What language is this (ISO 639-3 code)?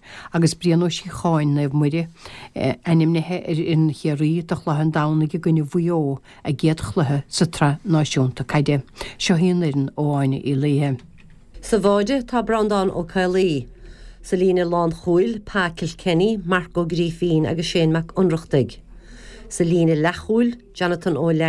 gle